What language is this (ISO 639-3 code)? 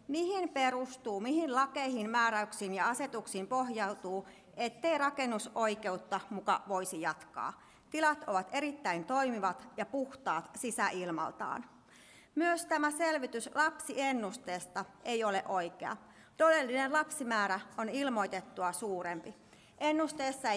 fin